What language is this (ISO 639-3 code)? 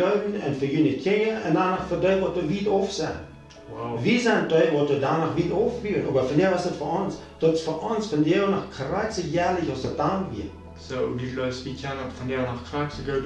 pdt